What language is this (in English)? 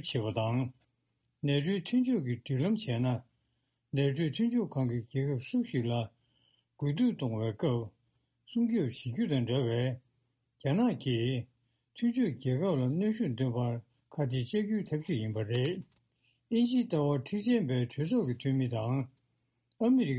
Tibetan